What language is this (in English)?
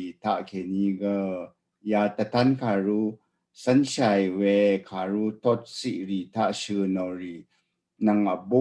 Rawang